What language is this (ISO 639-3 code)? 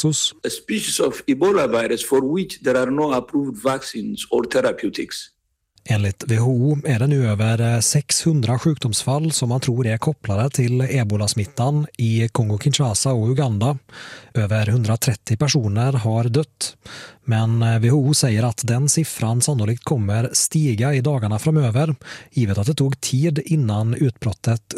swe